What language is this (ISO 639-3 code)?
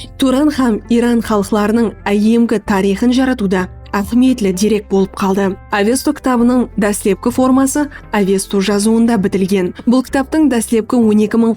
kaa